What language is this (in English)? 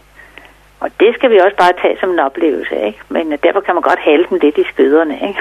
Danish